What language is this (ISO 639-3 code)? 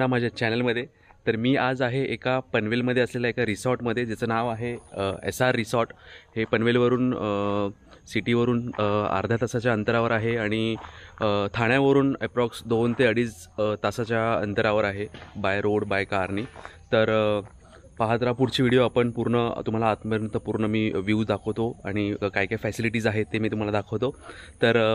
mar